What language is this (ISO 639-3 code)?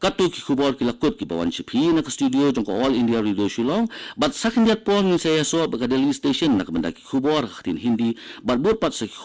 kha